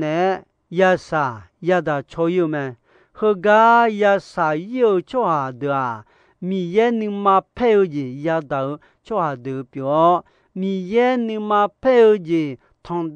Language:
Akha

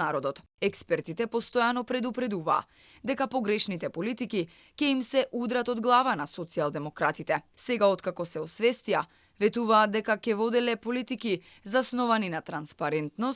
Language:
Macedonian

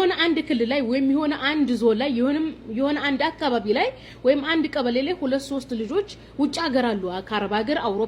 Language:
Amharic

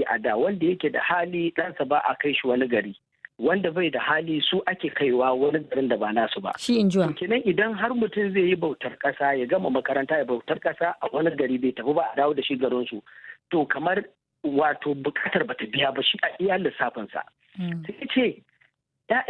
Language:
Hausa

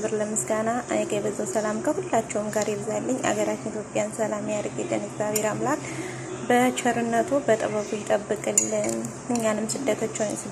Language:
Amharic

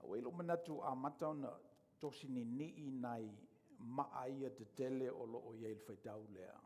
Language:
Samoan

